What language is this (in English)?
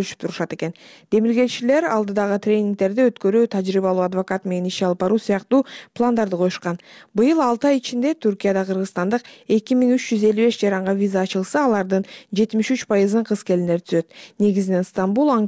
Kyrgyz